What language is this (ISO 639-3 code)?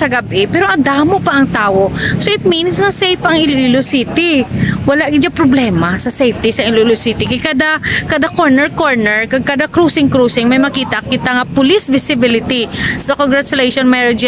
hil